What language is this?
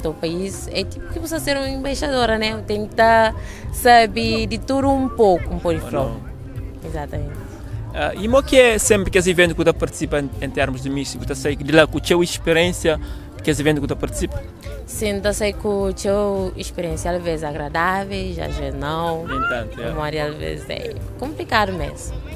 Kabuverdianu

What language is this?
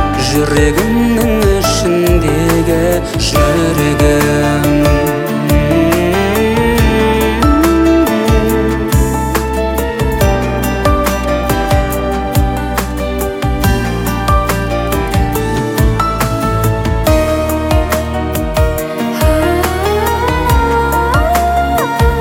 Kazakh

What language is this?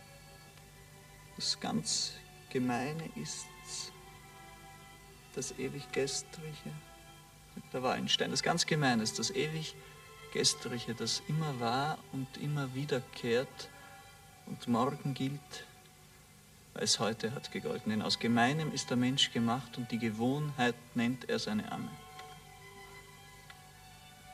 German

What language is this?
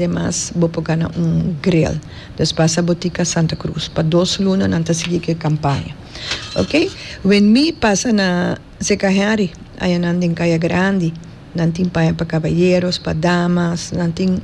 Papiamento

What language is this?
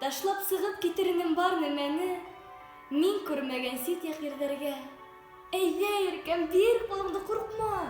Bashkir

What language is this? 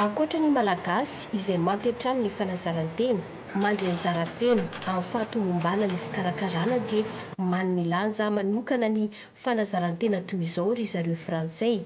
Malagasy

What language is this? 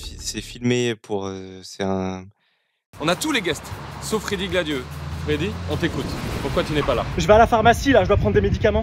French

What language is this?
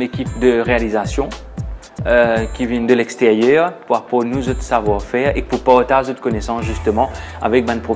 Morisyen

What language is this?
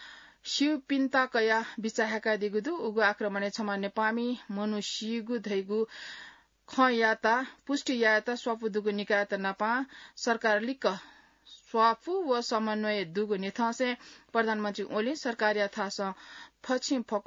Newari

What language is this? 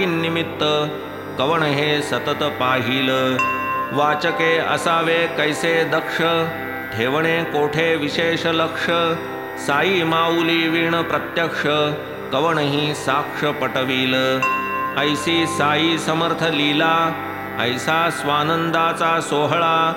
Marathi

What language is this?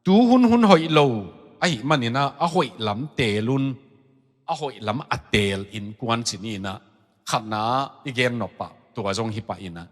Tedim Chin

